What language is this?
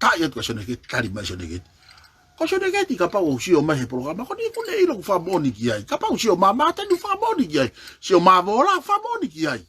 Tongan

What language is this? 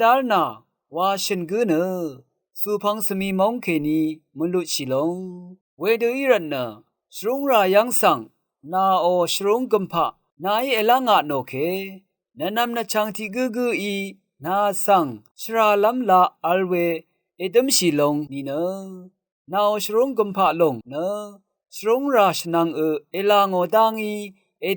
Rawang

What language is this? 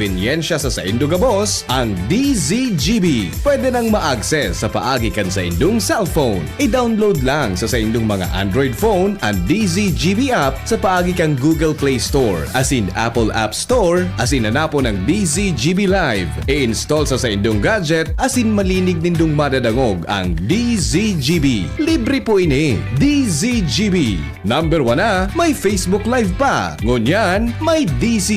Bikol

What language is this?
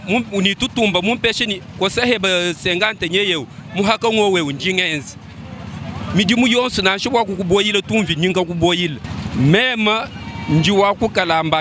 Luba-Lulua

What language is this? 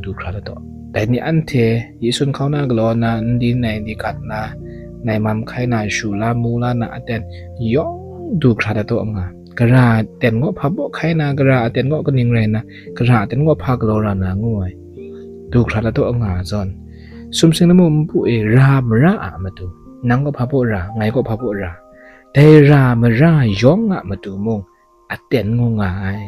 Kachin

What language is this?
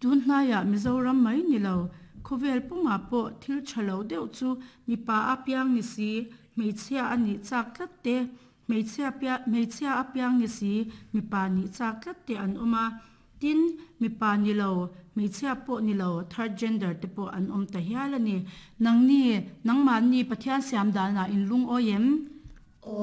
Mizo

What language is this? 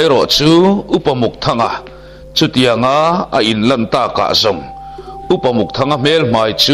Mizo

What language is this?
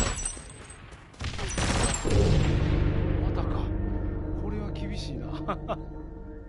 Japanese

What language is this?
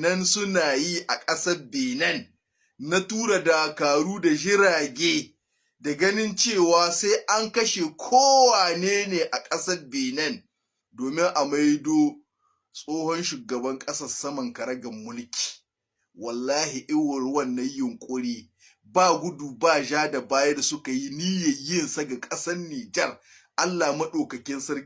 Hausa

